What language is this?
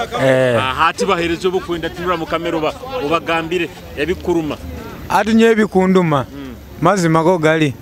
Nyoro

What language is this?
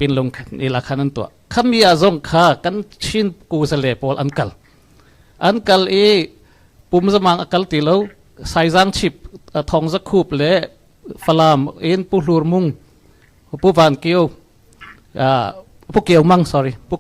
Hakha Chin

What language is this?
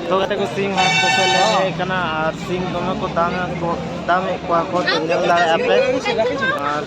Santali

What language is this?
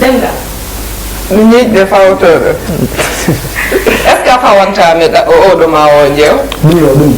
Fula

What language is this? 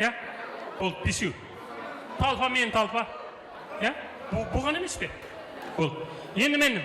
Kara-Kalpak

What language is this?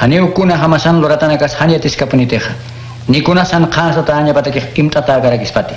Aymara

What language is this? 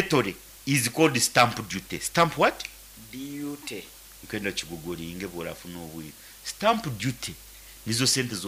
Nyankole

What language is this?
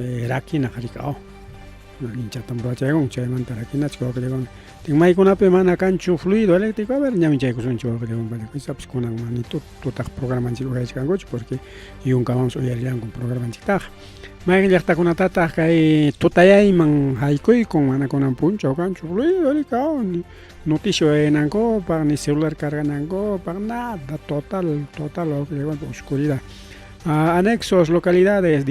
Ayacucho Quechua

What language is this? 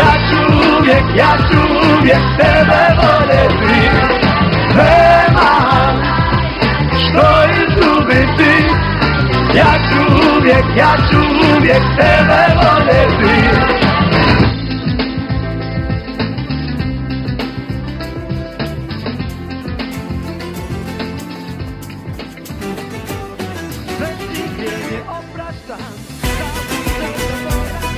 Croatian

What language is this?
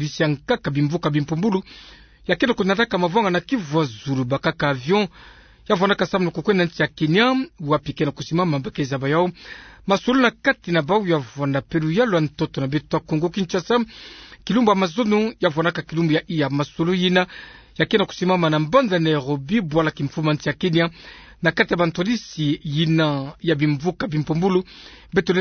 Kituba (Democratic Republic of Congo)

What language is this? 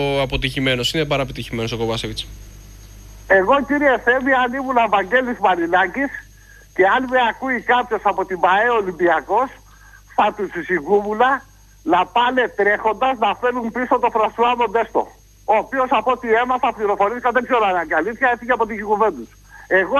Greek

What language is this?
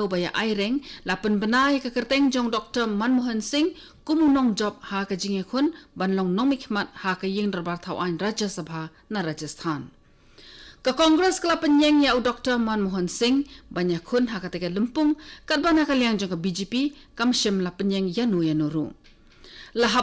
Khasi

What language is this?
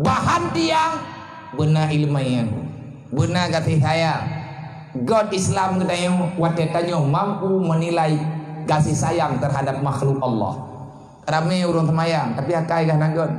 Achinese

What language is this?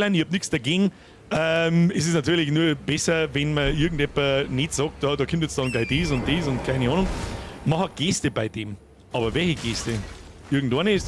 Bavarian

